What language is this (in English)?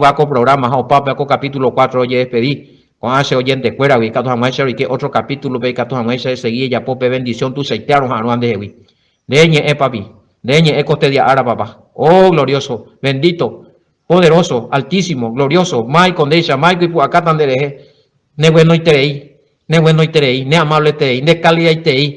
Guarani